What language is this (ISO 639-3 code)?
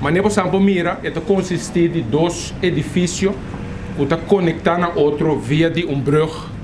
pap